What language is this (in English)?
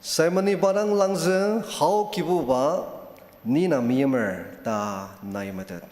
Ao Naga